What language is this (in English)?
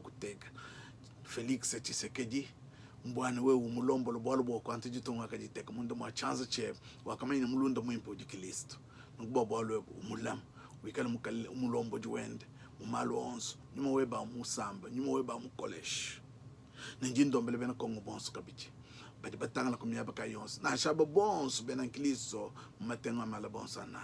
Luba-Lulua